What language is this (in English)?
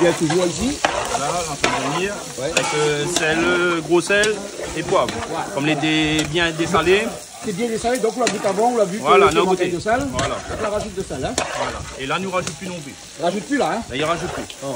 Réunion Creole French